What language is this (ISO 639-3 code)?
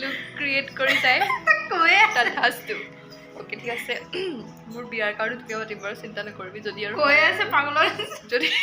asm